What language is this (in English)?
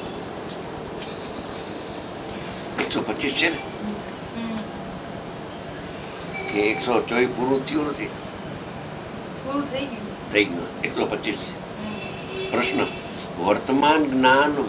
Gujarati